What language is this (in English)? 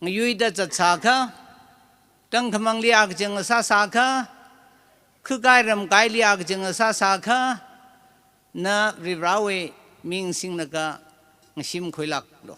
Tangkhul Naga (India)